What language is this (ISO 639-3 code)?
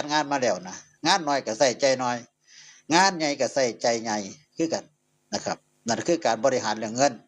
tts